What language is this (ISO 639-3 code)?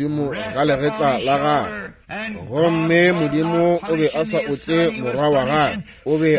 nso